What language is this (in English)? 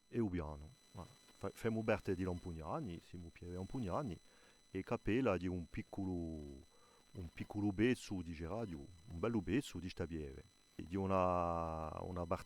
Corsican